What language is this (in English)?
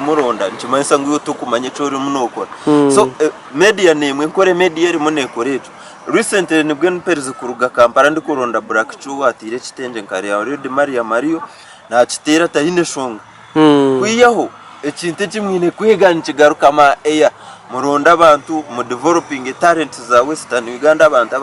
Nyankole